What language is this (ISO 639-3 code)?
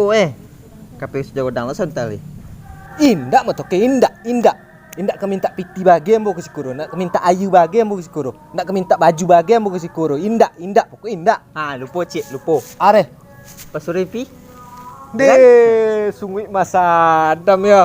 min